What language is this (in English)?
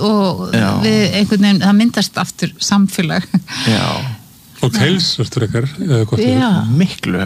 Icelandic